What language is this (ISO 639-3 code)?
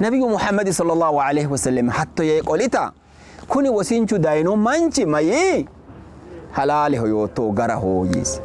sid